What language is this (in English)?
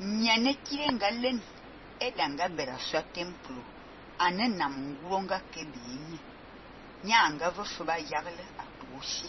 Fang